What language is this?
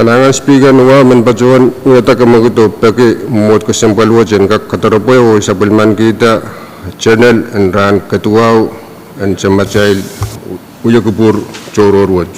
Pohnpeian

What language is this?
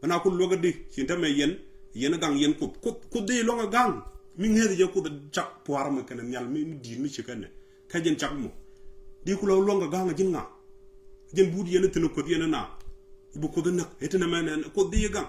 Nuer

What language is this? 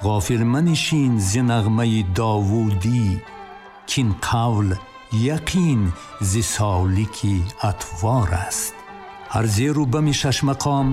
Tajik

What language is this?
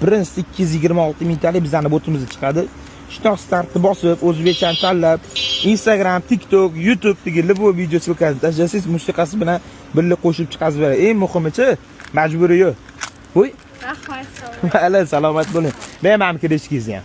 Uzbek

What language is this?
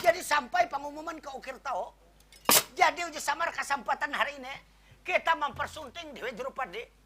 Banjar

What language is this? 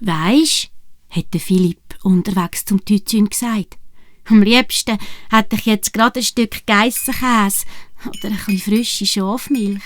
Swiss German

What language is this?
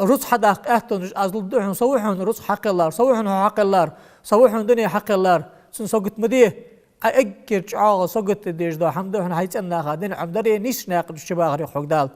Ingush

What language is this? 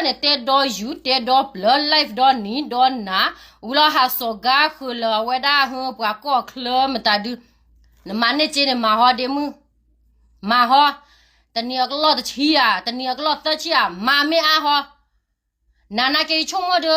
S'gaw Karen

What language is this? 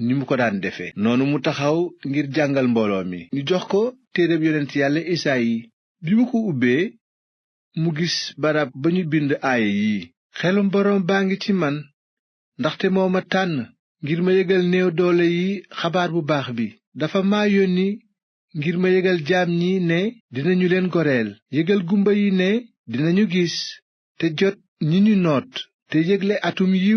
Wolof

